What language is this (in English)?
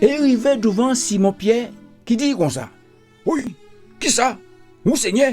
Guadeloupean Creole French